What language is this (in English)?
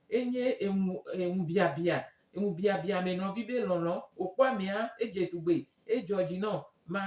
Gen